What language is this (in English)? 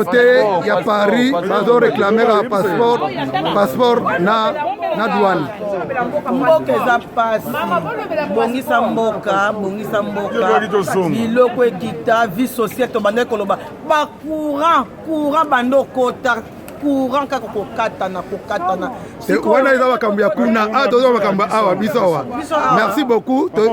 Lingala